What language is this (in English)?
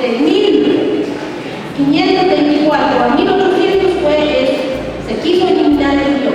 Kʼicheʼ